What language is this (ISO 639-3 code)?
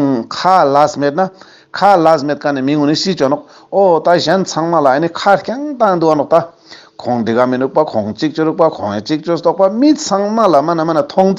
lbj